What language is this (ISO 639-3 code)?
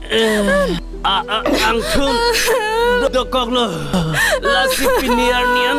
mjw